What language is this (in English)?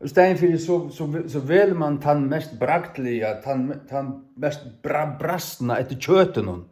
Faroese